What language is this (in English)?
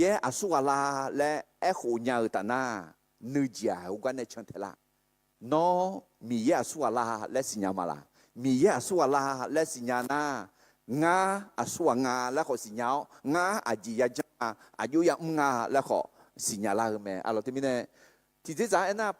Akha